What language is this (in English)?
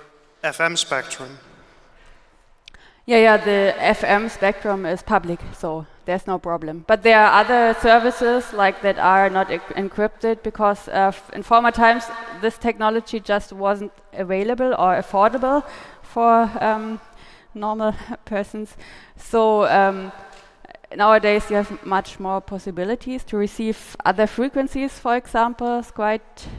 English